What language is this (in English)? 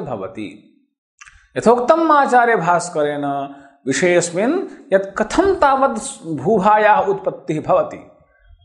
Sanskrit